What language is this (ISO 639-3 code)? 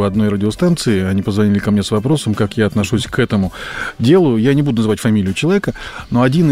rus